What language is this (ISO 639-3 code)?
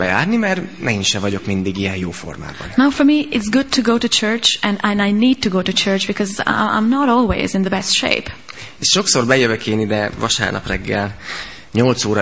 hun